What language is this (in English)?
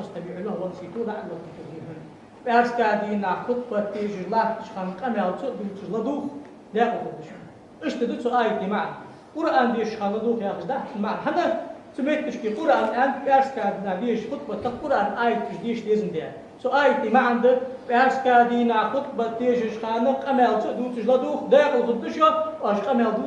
Ingush